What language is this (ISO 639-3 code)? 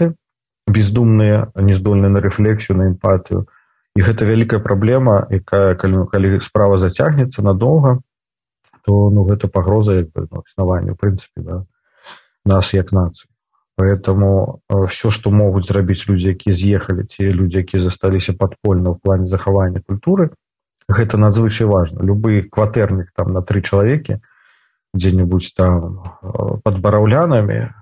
bel